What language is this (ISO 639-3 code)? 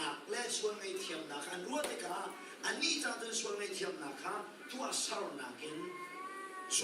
cnh